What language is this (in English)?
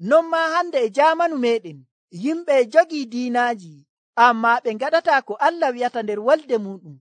Nigerian Fulfulde